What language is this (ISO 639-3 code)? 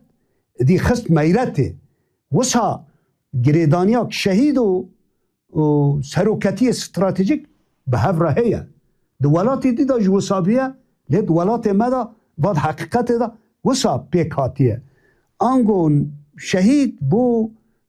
kur